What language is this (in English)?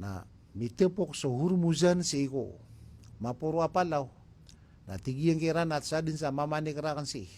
Maranao